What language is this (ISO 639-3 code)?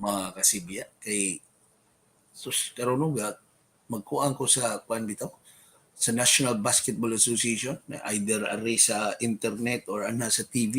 ceb